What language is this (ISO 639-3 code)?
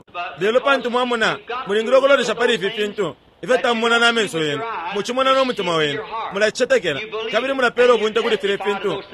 bem